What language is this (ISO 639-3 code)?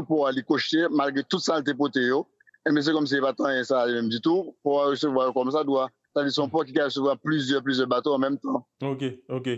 hat